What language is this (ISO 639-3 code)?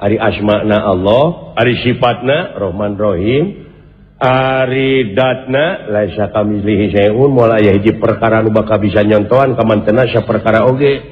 sun